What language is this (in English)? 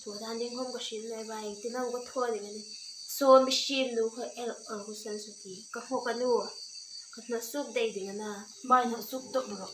Hmar